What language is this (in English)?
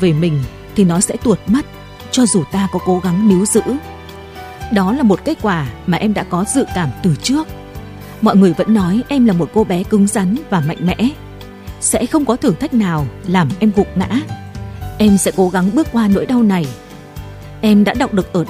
Vietnamese